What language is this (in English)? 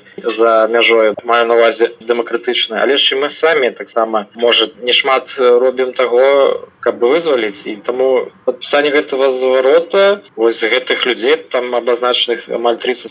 Belarusian